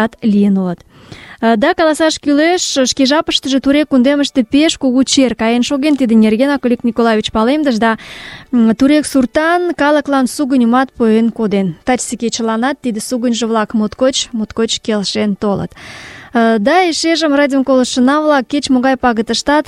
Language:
Mari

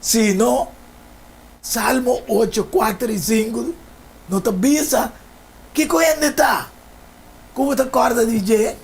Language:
Papiamento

